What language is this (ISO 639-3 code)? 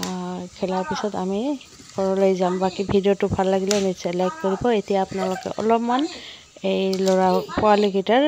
asm